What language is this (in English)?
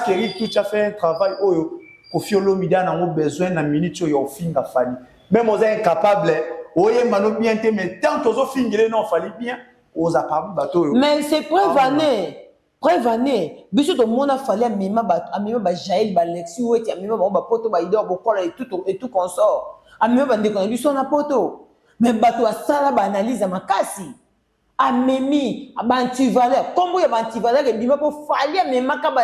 Lingala